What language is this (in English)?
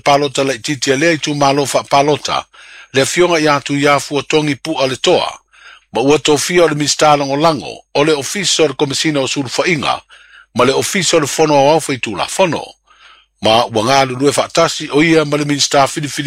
Samoan